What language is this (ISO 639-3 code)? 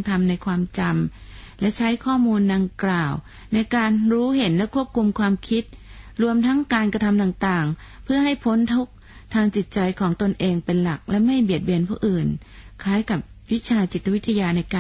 tha